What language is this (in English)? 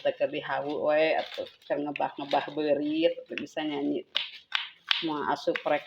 Sundanese